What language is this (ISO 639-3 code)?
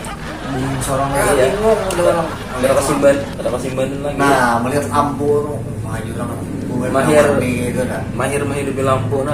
bjn